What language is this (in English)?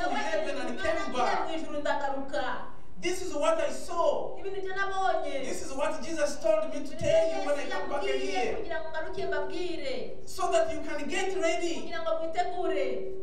Kinyarwanda